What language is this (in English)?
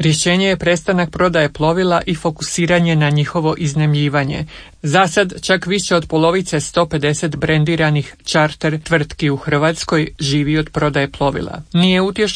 Croatian